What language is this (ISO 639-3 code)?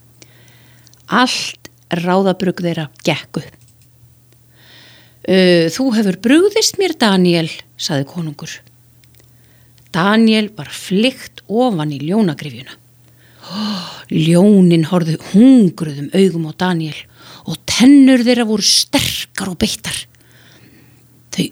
isl